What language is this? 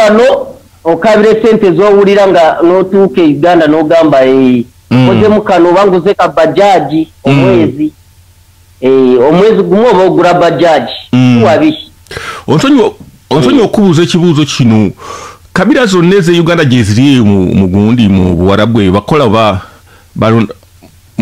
Ganda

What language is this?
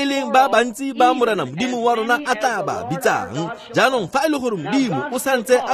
Tswana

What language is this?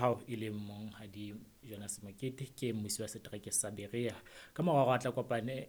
Southern Sotho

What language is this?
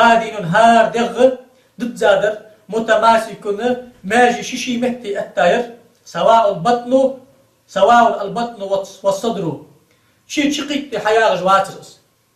Ingush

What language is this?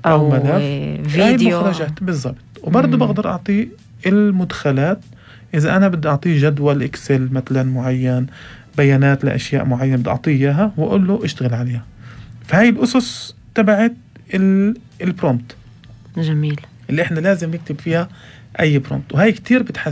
North Levantine Arabic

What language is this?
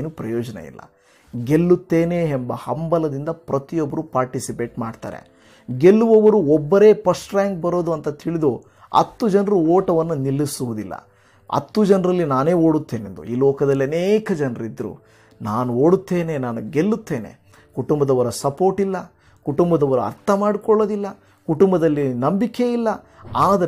Kannada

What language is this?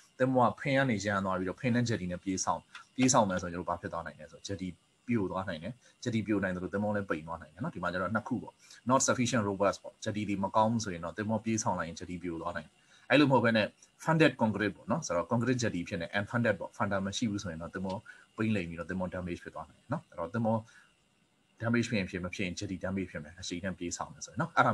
Burmese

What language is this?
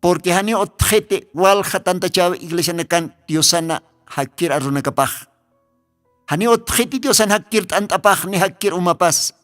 Aymara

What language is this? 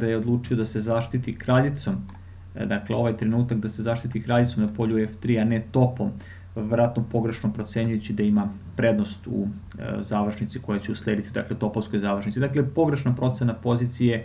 Serbian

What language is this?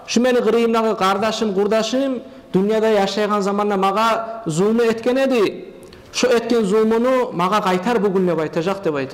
Kumyk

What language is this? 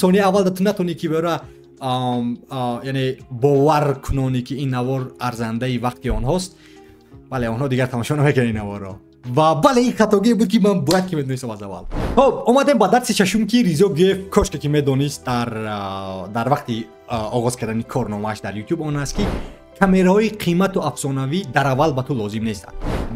Tajik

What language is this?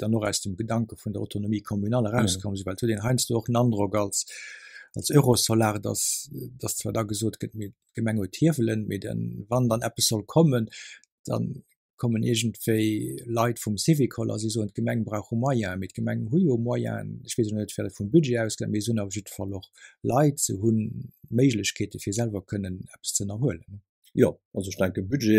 Luxembourgish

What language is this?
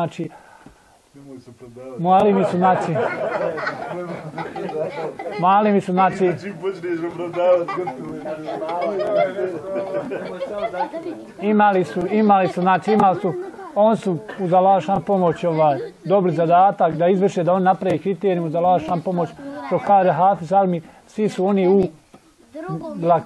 Bosnian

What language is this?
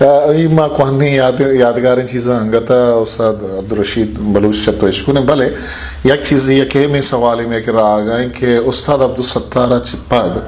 Eastern Balochi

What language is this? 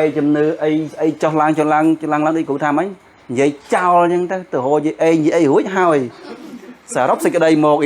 Khmer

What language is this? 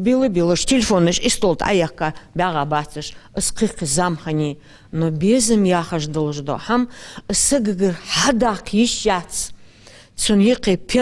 Ingush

